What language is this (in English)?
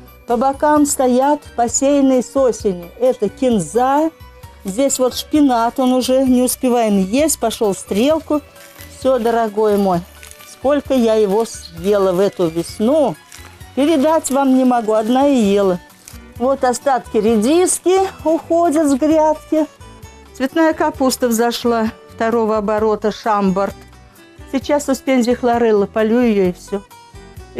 Russian